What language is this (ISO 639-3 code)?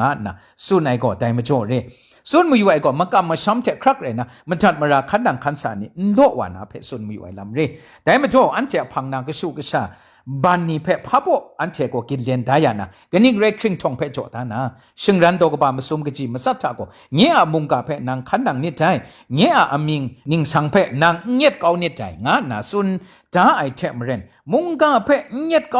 kac